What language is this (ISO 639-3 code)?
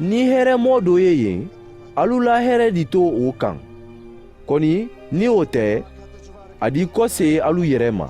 man